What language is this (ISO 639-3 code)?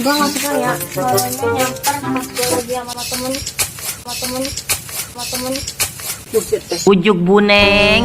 bew